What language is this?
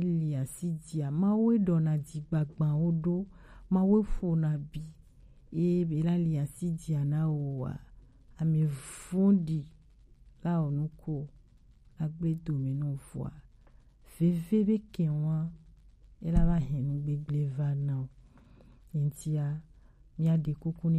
Gen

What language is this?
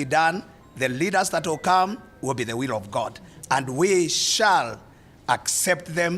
Meru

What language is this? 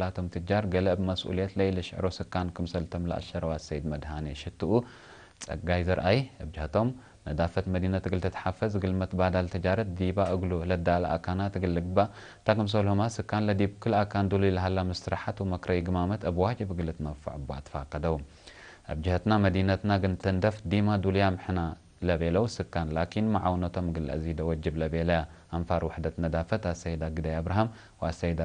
Tigre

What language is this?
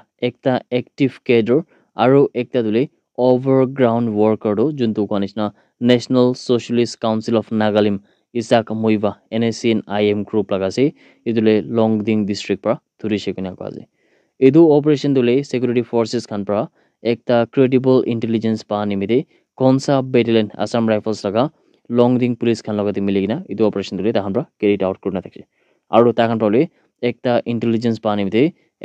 Naga Pidgin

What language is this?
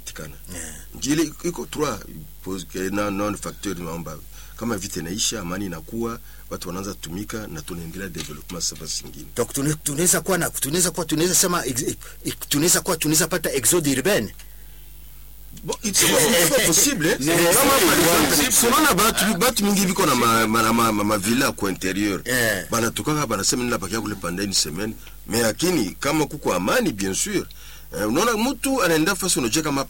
Swahili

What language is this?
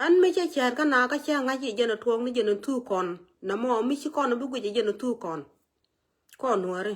Nuer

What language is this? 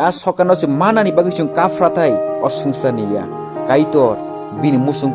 Kok Borok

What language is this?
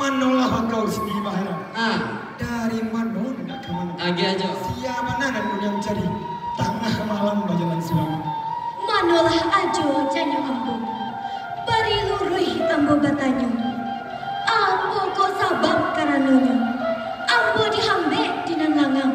Minangkabau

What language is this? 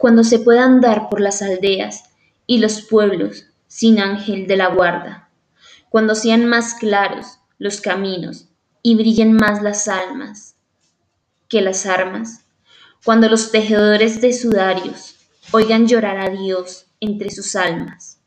Spanish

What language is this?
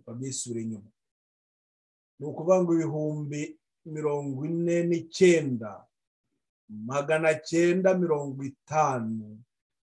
Kinyarwanda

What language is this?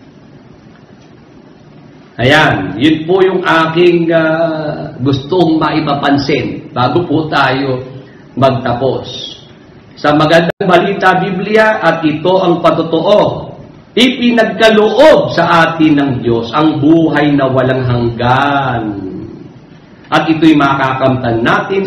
Filipino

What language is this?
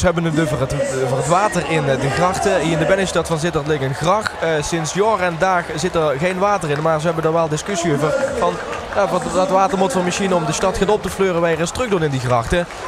Limburgish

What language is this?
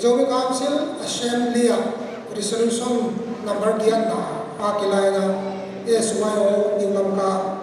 Paite Chin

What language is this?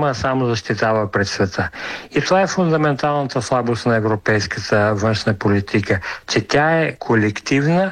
Bulgarian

